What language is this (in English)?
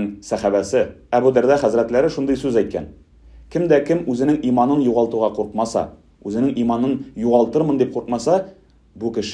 Tatar